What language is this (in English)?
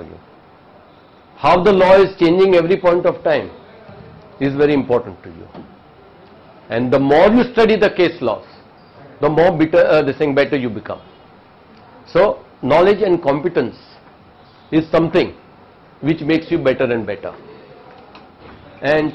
English